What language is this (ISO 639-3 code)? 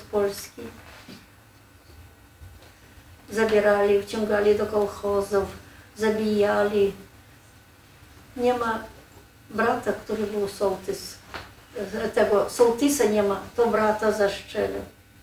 pol